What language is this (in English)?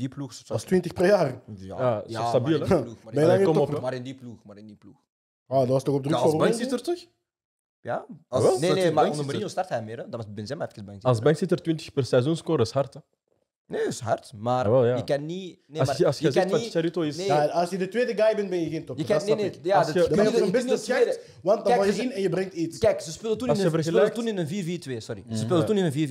Dutch